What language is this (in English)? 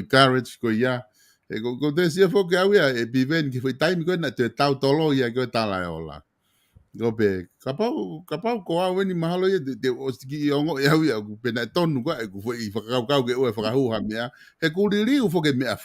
Tongan